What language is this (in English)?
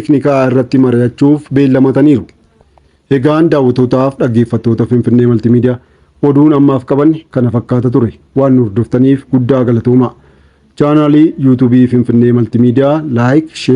Oromo